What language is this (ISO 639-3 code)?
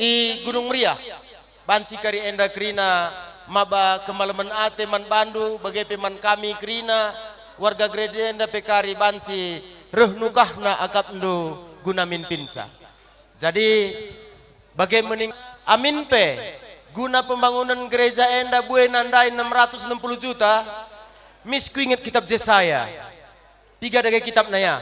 btx